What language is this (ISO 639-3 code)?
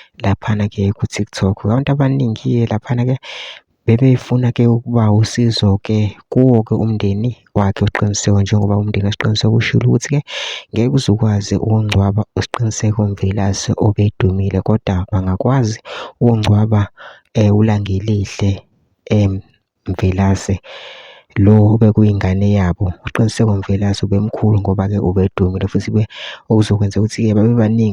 zul